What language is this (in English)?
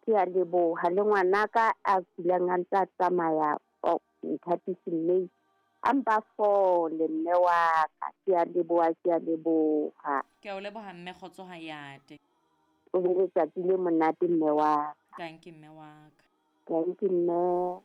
Southern Sotho